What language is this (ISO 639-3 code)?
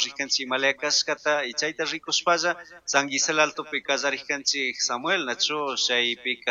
qug